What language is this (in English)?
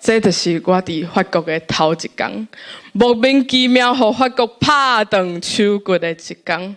Min Nan Chinese